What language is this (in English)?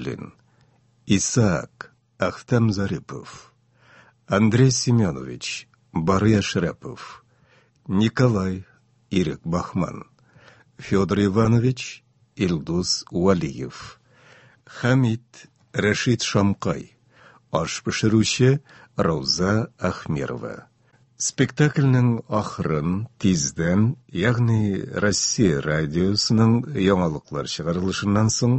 Tatar